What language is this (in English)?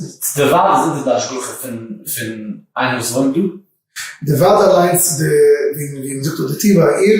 Yiddish